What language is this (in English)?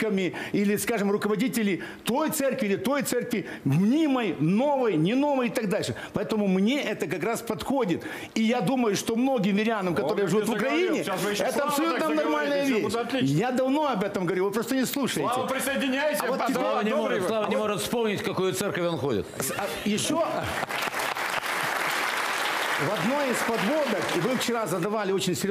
Russian